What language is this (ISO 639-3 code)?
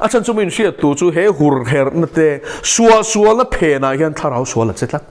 lus